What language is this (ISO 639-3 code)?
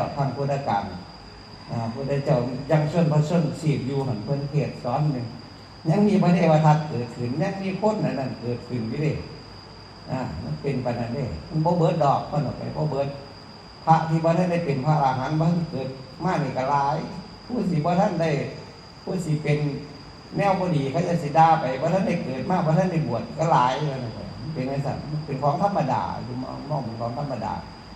tts